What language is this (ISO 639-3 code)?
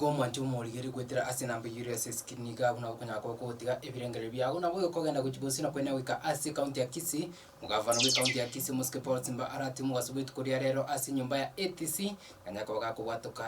guz